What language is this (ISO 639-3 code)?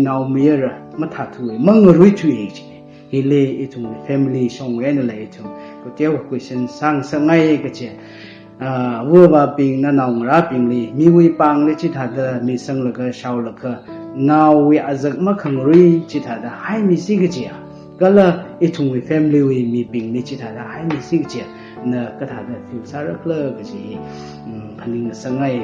nmf